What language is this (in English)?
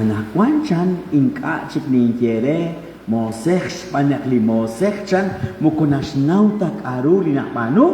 Kekchí